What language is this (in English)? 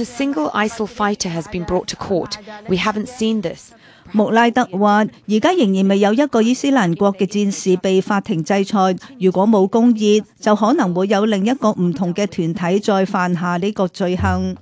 Cantonese